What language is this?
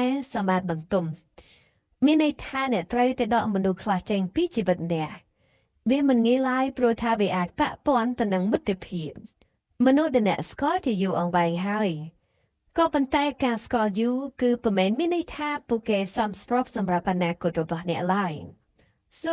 Khmer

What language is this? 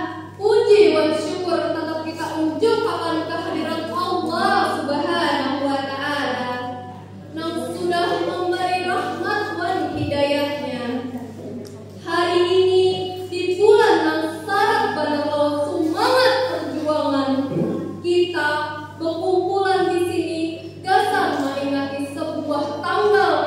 Banjar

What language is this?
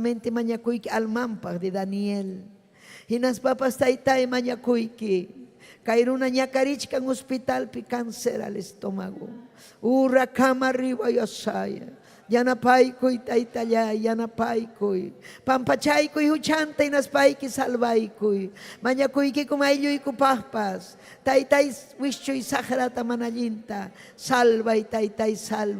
Ayacucho Quechua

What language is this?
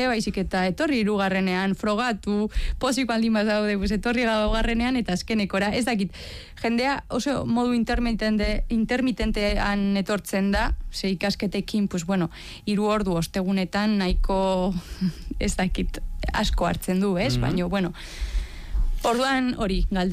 Basque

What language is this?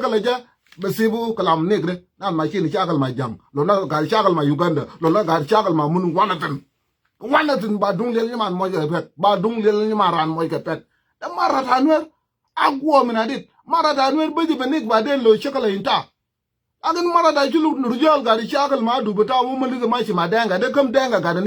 Nuer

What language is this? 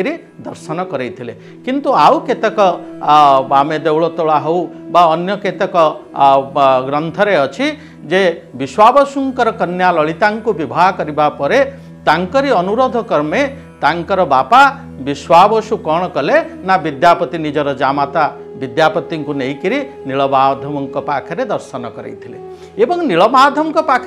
Odia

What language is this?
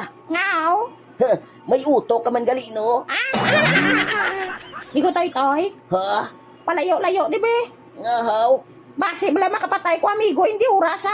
Hiligaynon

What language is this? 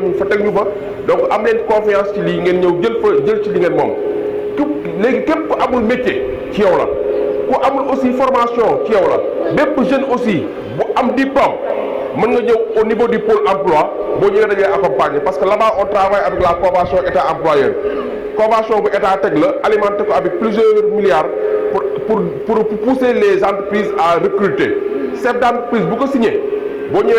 Wolof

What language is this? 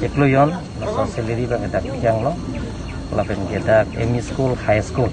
Karbi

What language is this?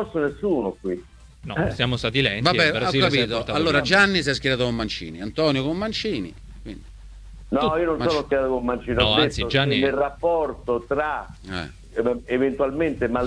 Italian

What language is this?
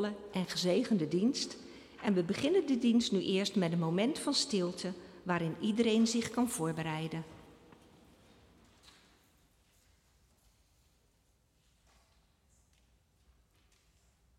Dutch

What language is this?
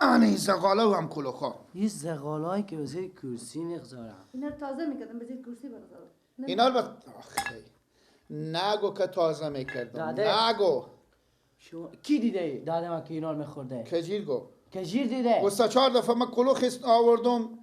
Persian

